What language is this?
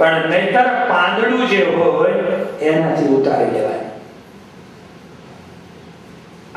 Gujarati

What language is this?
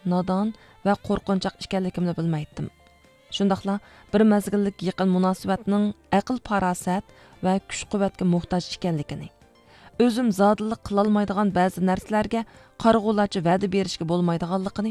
Uyghur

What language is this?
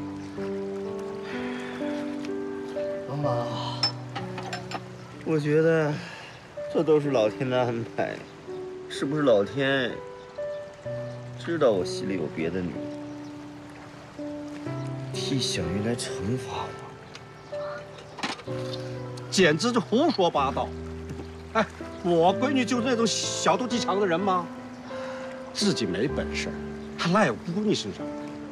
Chinese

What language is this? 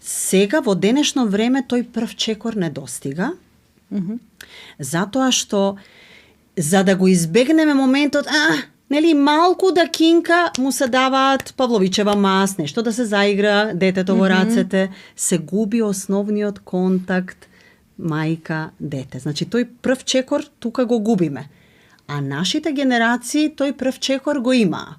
Macedonian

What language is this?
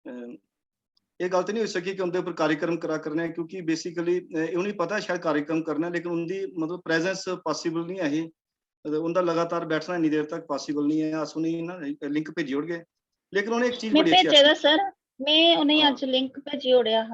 Dogri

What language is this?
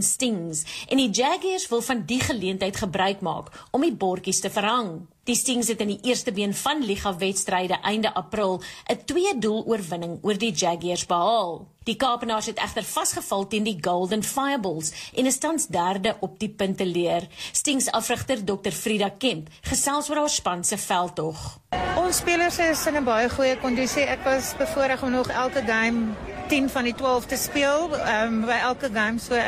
Afrikaans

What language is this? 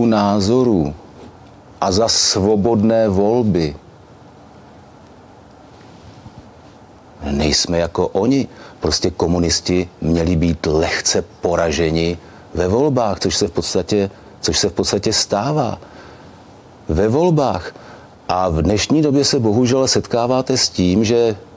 Czech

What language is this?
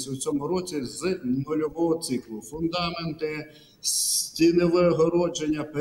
Ukrainian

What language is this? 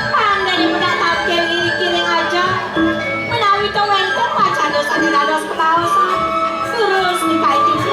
Balinese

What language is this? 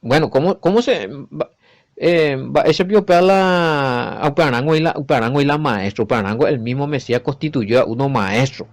Guarani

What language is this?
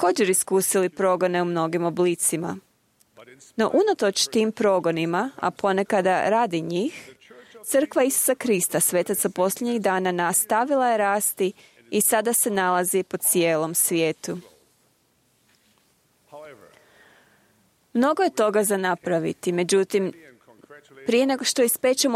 Croatian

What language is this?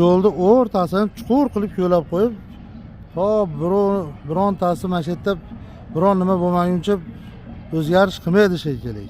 Uzbek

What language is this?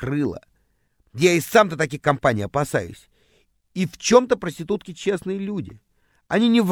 Russian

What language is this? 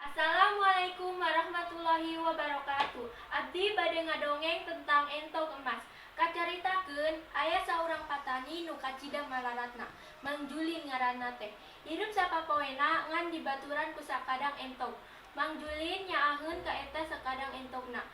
Sundanese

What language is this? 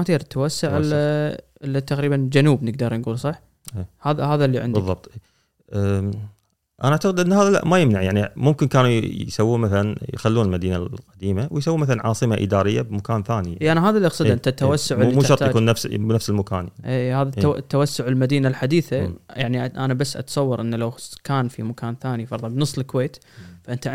Gulf Arabic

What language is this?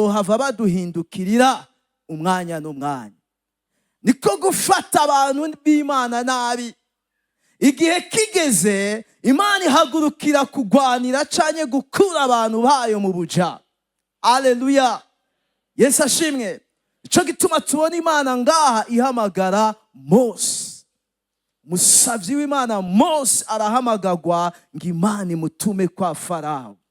Rundi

